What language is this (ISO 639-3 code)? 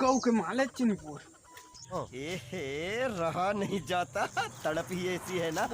hne